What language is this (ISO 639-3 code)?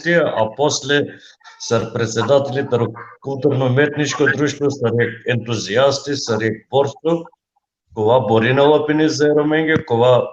rmn